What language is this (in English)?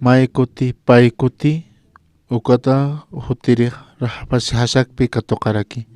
Aymara